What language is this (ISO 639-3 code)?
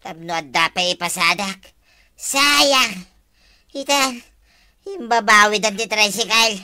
ilo